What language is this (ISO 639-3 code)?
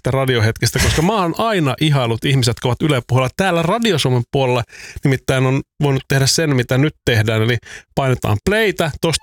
fin